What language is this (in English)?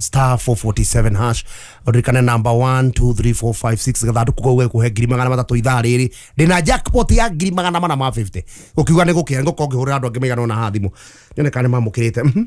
Kikuyu